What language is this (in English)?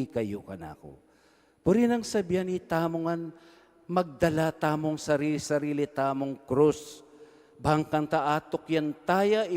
Pampanga